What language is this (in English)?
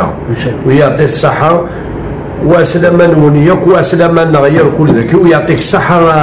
Kabyle